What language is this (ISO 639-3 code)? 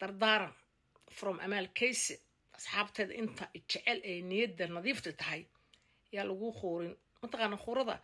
som